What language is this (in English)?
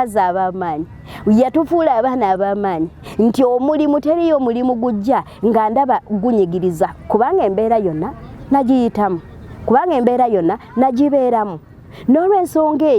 Ganda